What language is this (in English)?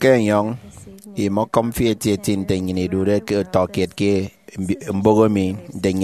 Efik